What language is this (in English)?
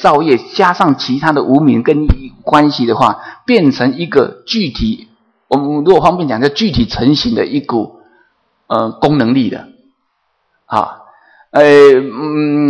Chinese